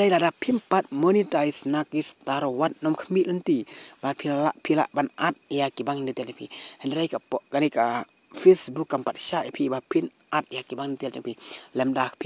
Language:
Khasi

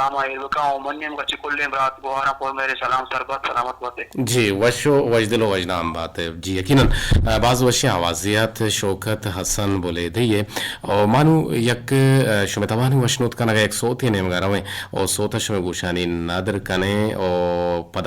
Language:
Eastern Balochi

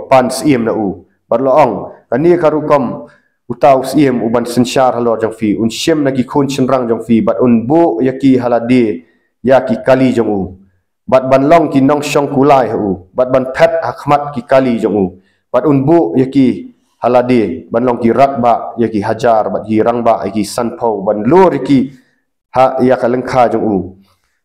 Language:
Khasi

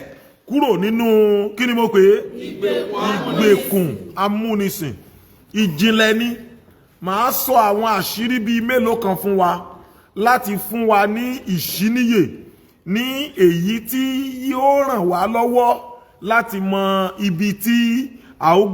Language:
Yoruba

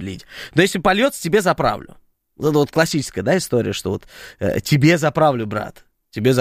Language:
Russian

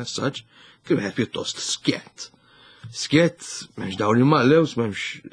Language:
Maltese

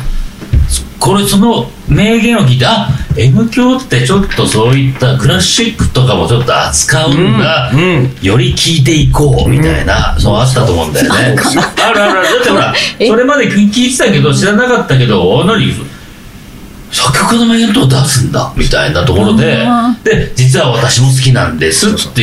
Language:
Japanese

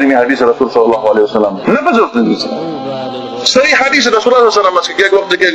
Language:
Tajik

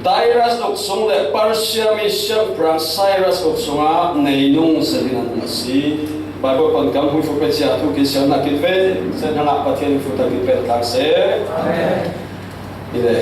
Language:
Falam Chin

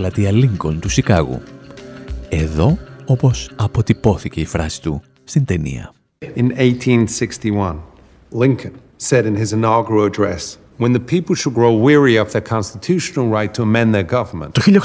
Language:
Greek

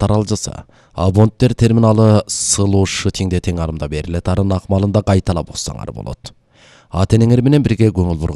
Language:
Kyrgyz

